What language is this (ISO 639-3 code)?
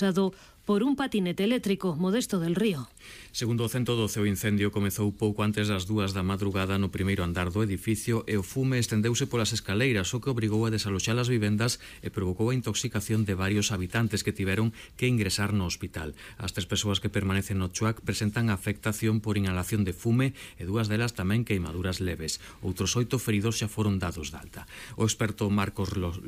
glg